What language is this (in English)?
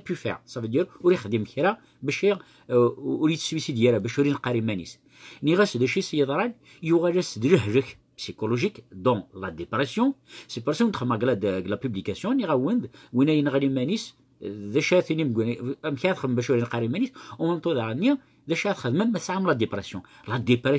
Kabyle